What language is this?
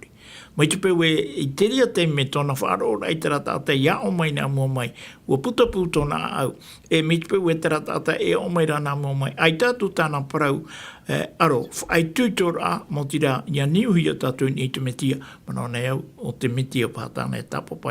Tahitian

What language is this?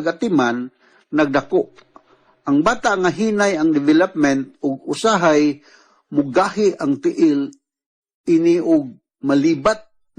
Cebuano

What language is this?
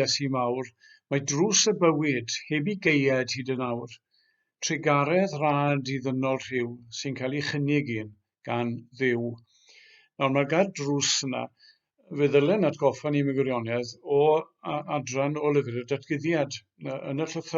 Welsh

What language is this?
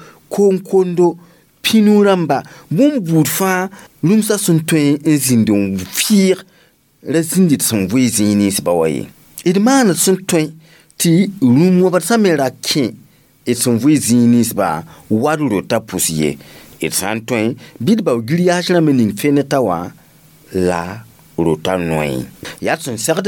Mossi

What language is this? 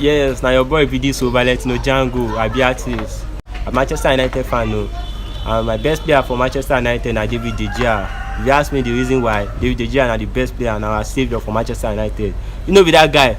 Nigerian Pidgin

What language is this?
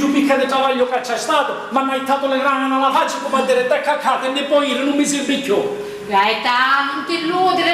Sicilian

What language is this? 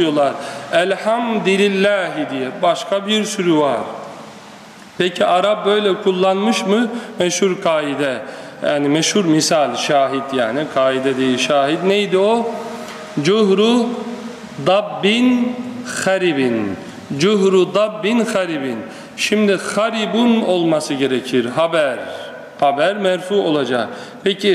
Turkish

